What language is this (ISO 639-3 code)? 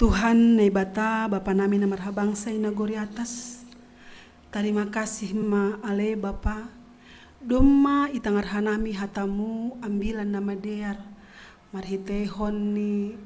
bts